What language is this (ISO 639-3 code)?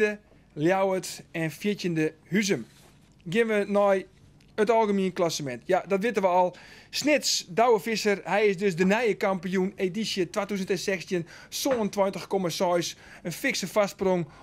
fry